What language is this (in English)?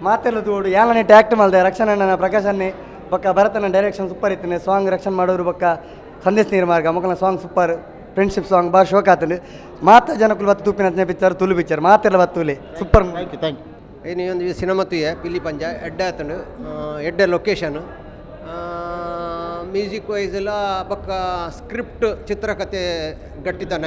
Tulu